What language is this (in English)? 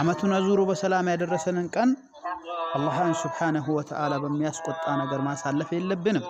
Amharic